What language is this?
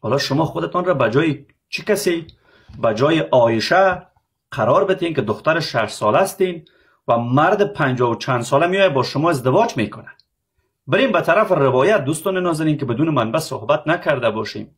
Persian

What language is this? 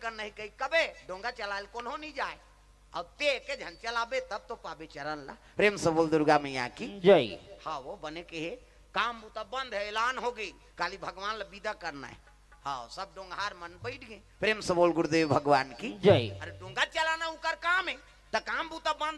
Chhattisgarhi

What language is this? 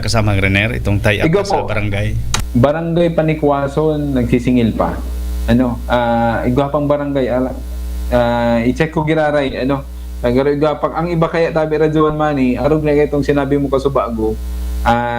Bikol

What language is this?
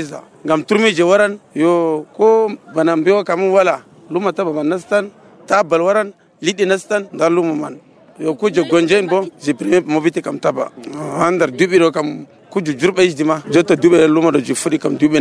Nigerian Fulfulde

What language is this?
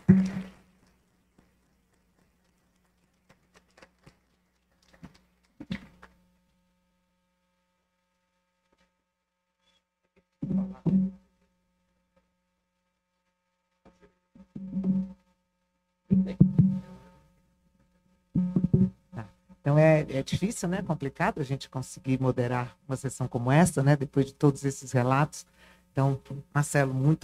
Portuguese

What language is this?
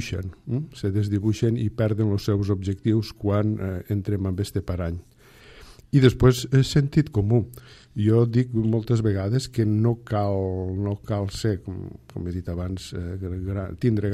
Catalan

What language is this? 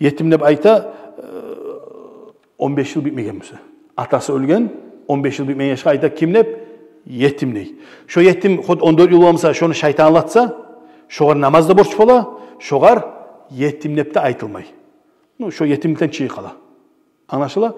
Kumyk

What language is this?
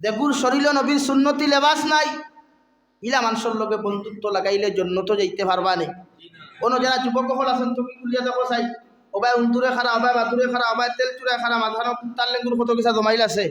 Sylheti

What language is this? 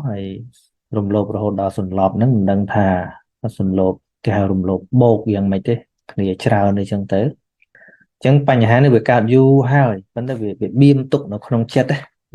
Khmer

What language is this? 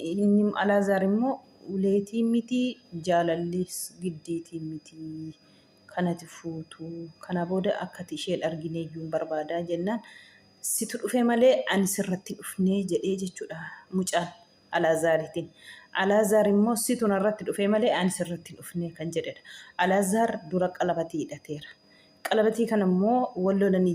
Oromo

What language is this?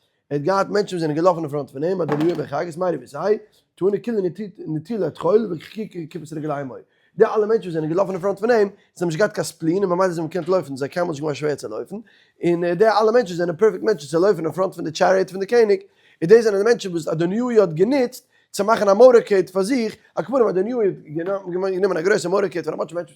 Yiddish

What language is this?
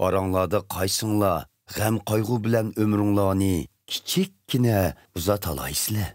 Uyghur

